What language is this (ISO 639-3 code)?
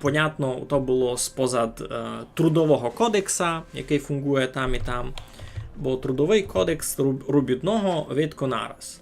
rue